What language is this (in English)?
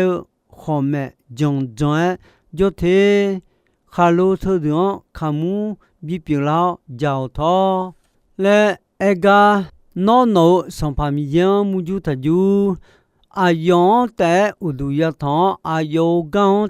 Akha